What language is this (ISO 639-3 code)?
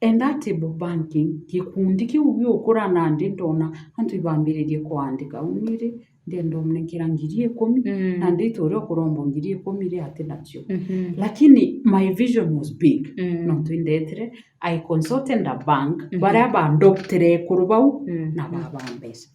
mer